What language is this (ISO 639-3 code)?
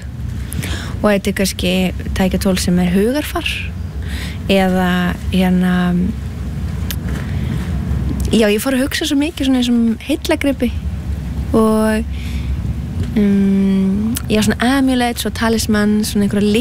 isl